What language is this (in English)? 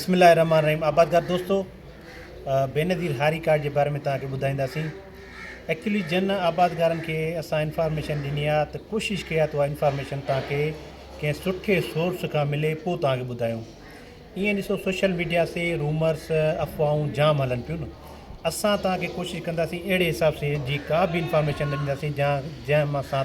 Sindhi